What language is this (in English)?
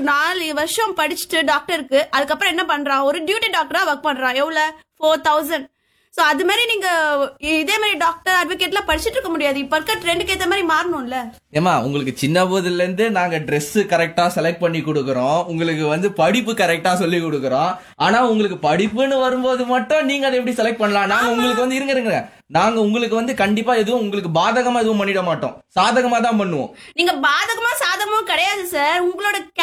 Tamil